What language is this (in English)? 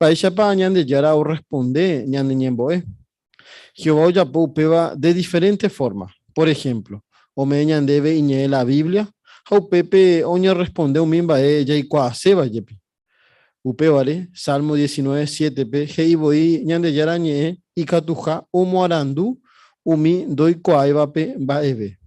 Guarani